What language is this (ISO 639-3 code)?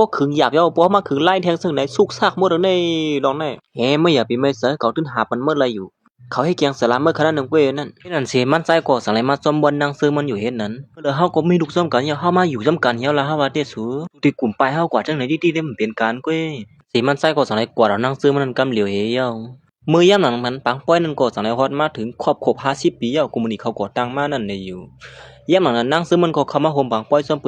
shn